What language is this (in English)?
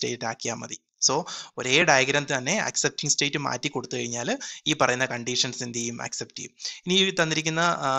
Malayalam